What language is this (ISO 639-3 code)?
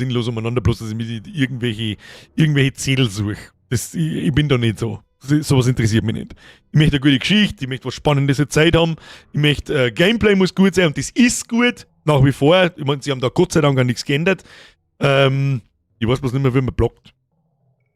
bar